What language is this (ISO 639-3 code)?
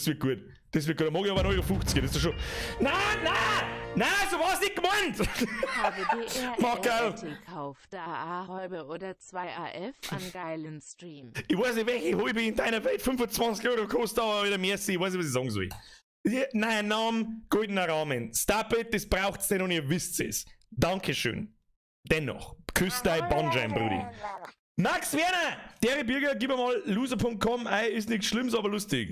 bar